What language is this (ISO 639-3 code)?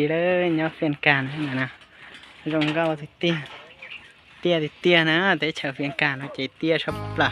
hmn